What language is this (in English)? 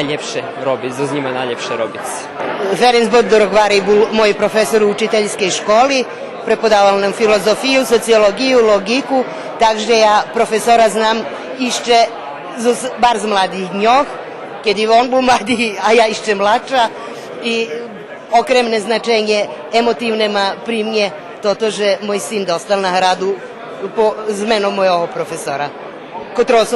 Rusyn